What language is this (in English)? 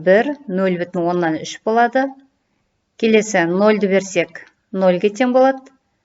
Kazakh